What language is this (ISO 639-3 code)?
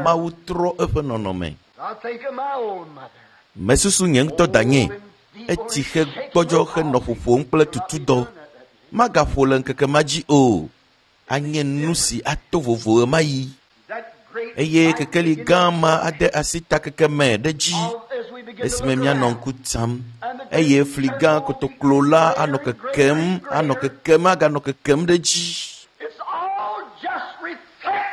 ewe